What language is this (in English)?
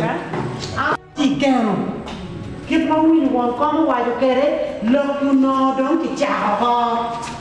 Acoli